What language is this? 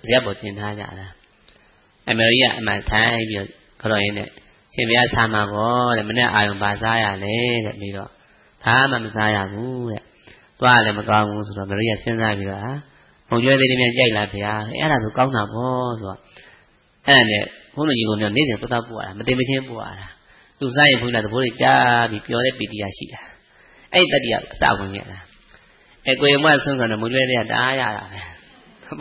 Burmese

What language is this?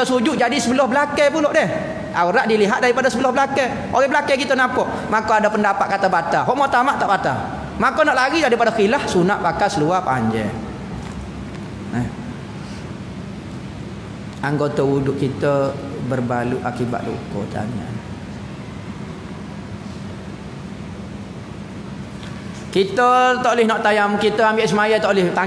Malay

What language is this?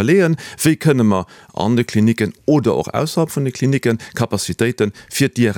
Luxembourgish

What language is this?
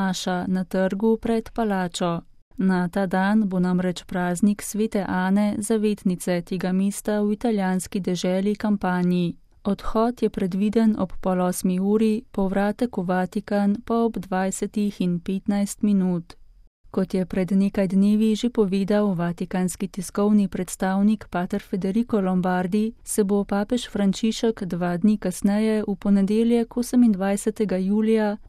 Slovenian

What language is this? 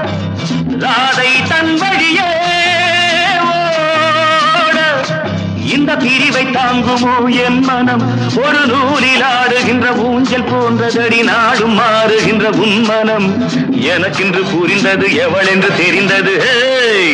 Tamil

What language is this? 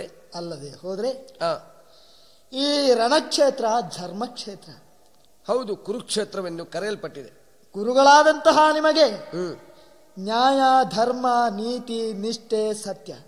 Kannada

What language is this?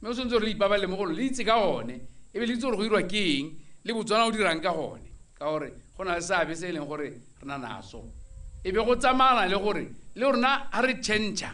Tswana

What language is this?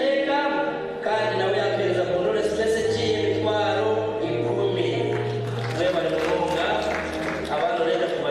Nyankole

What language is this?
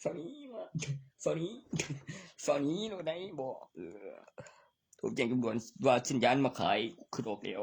Northeastern Thai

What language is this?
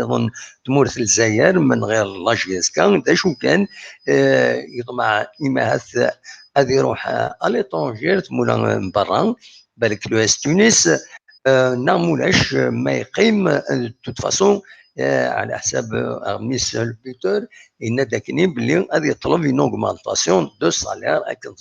Kabyle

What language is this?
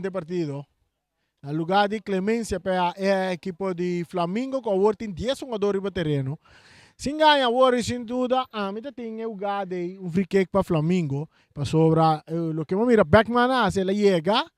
Papiamento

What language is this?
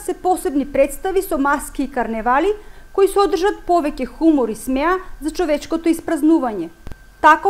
Macedonian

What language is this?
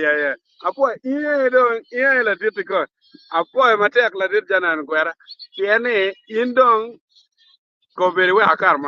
Acoli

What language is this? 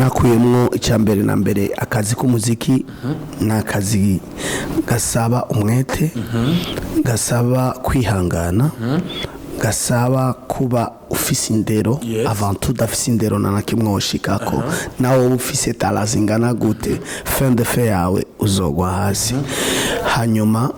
Rundi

